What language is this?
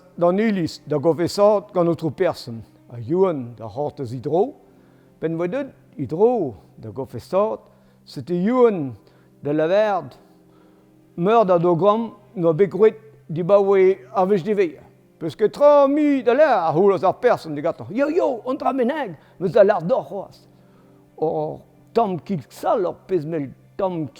Breton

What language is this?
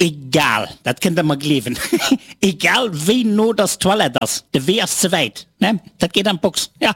Luxembourgish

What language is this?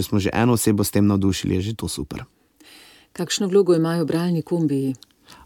Slovenian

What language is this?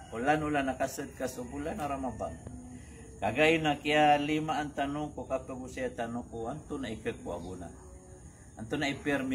Maranao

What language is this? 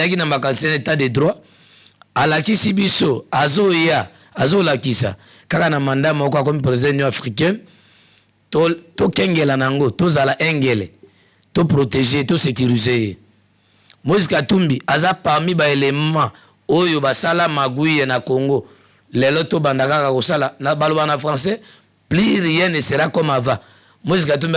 Lingala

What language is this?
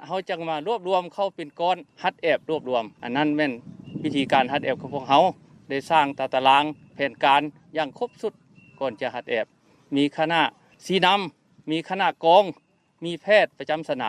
Lao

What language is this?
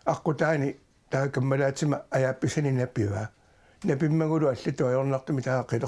Kalaallisut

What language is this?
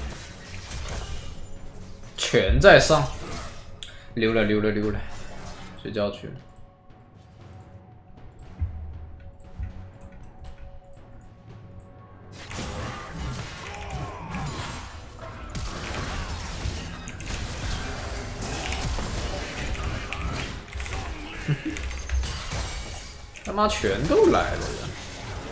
Chinese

